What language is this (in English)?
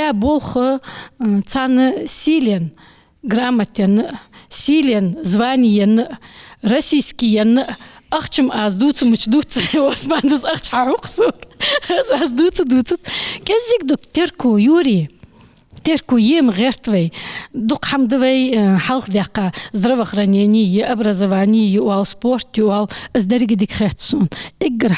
Ingush